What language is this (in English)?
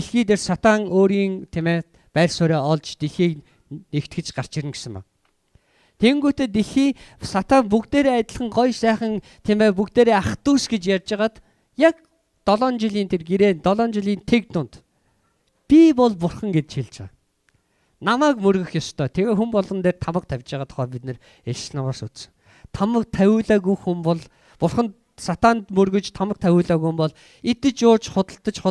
Mongolian